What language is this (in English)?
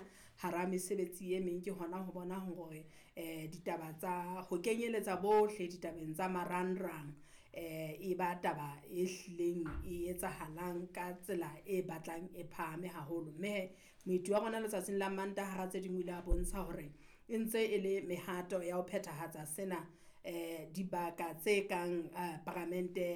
Southern Sotho